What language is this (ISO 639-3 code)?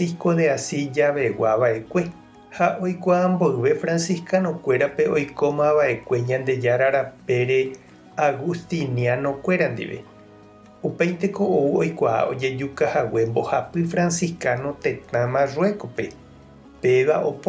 grn